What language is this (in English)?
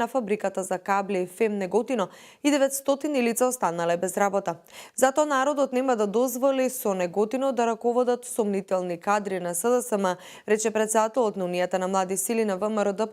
Macedonian